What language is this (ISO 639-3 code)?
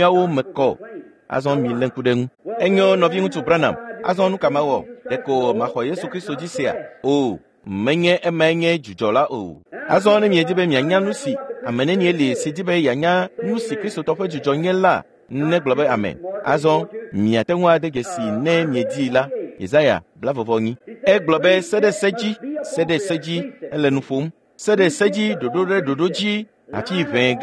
ewe